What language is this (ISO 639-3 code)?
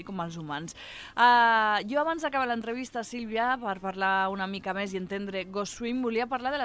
cat